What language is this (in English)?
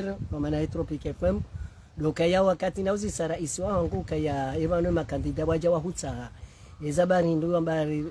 Ngazidja Comorian